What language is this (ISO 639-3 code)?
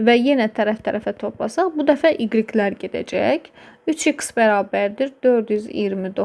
aze